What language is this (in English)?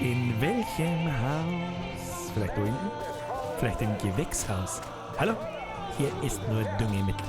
Bavarian